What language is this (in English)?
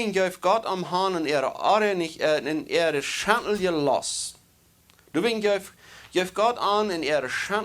Plautdietsch